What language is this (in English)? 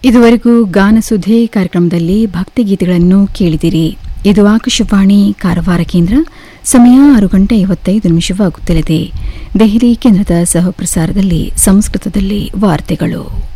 Kannada